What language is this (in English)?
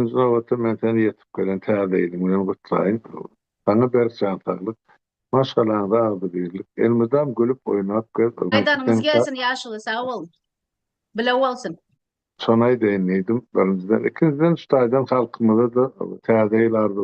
Turkmen